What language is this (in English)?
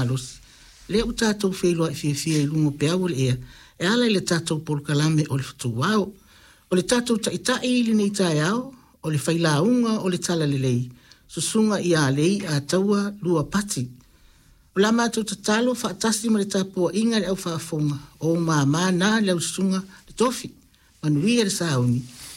Samoan